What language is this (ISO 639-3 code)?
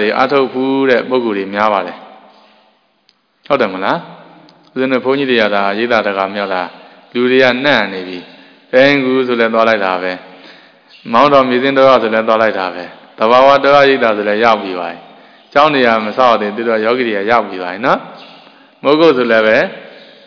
mya